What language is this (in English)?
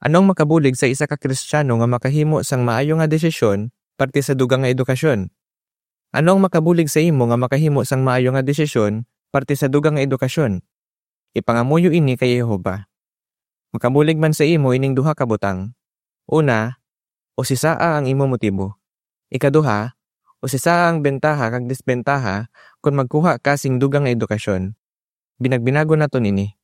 Hiligaynon